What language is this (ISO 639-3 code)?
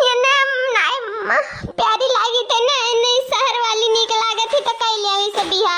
awa